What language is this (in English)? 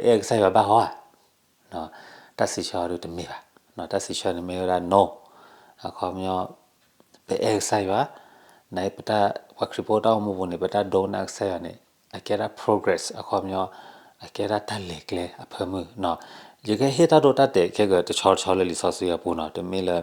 S'gaw Karen